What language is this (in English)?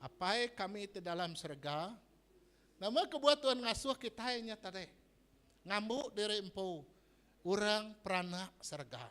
Iban